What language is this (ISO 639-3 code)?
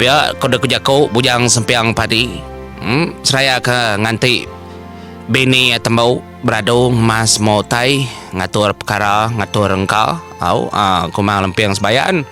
iba